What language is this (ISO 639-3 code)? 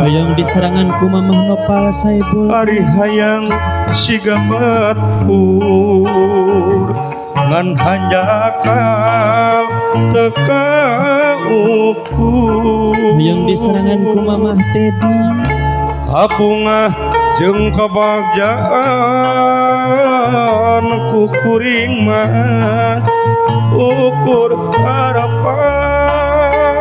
sun